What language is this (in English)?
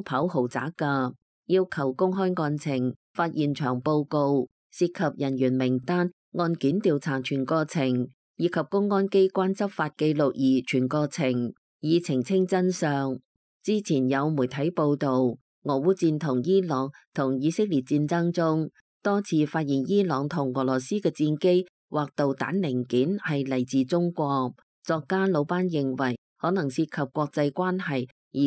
Cantonese